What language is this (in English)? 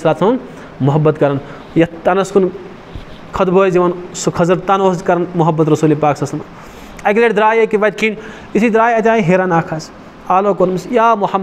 Kashmiri